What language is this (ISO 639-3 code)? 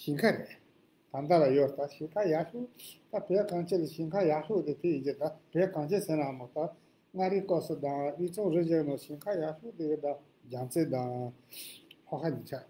bod